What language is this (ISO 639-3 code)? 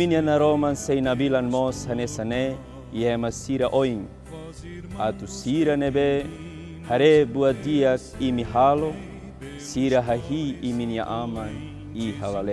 tet